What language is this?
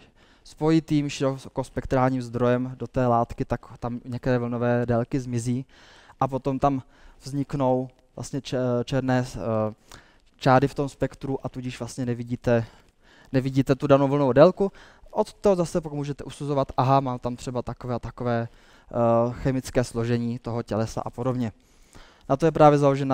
Czech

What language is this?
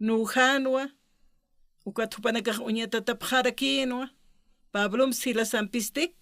Aymara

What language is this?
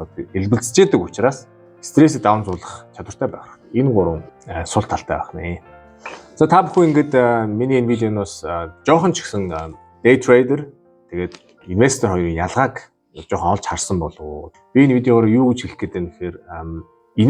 Mongolian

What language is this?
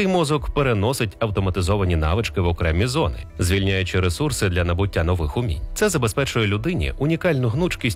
Ukrainian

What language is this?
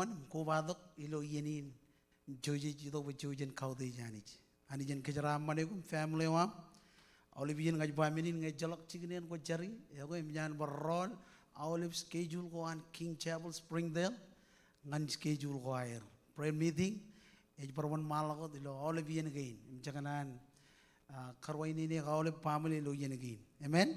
Marshallese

